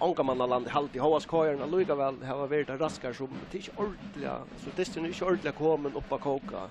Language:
Faroese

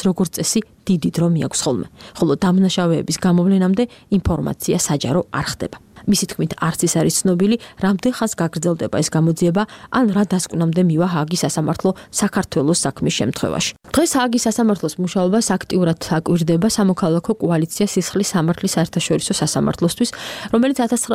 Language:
Georgian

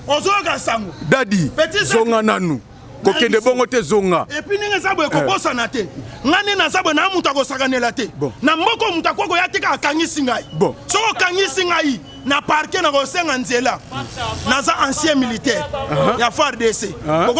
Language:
Lingala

